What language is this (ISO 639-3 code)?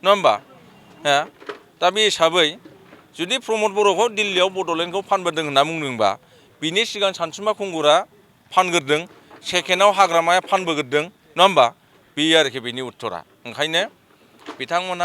brx